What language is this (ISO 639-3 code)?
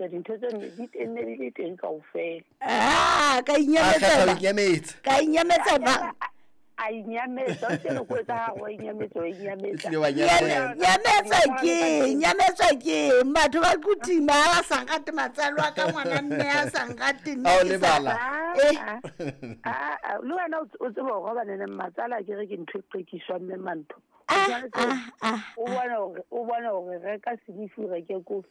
sot